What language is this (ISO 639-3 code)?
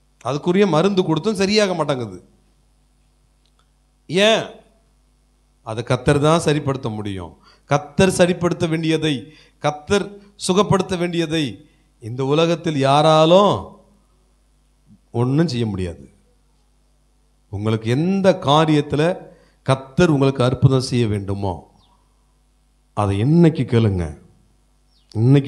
tam